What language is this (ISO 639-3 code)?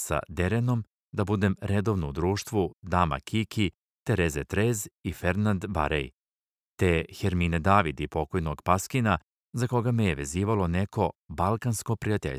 srp